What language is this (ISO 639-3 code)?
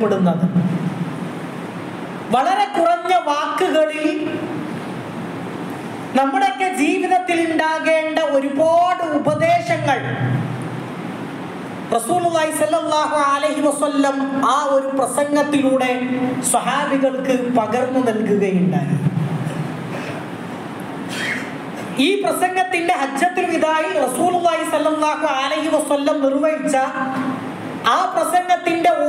mal